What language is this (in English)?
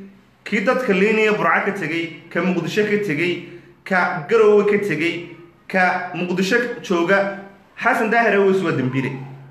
Somali